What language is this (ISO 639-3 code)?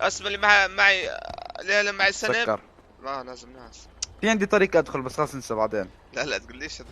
apc